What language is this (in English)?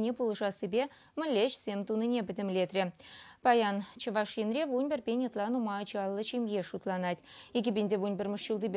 Chuvash